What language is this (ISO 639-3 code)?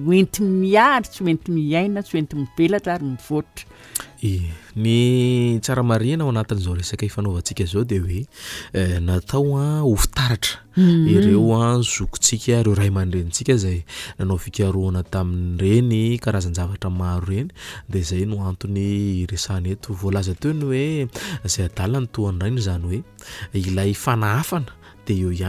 mlg